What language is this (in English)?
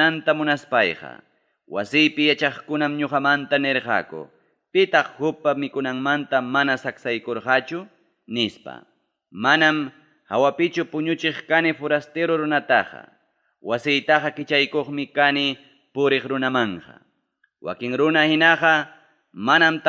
Ayacucho Quechua